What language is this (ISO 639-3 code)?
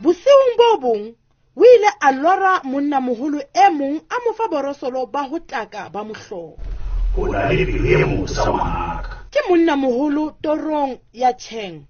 sot